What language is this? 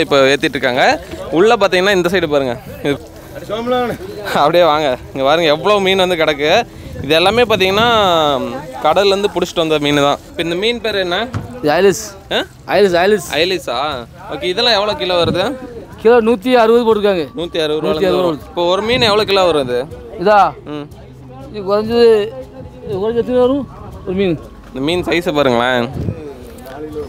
Tamil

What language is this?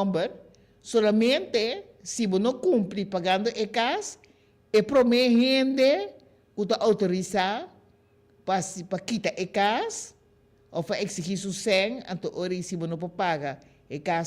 Papiamento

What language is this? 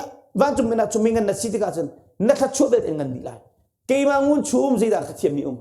Hakha Chin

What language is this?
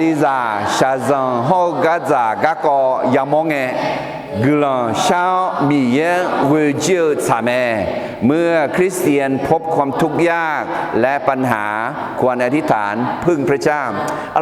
Akha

